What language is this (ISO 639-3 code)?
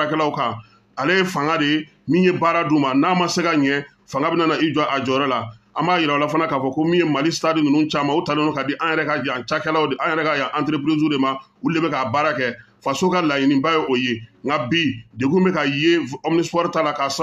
bam